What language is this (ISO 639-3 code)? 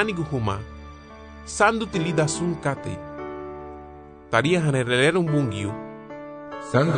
cab